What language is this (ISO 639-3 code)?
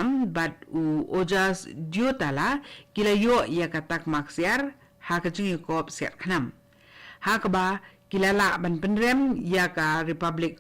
kha